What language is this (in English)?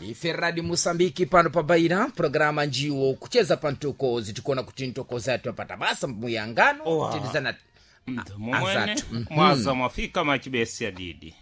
Sena